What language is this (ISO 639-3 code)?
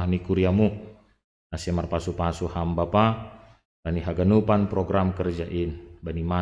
bts